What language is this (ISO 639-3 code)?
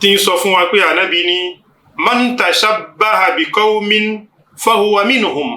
yor